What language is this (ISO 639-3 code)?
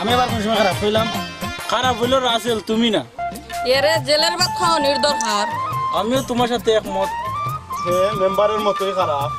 syl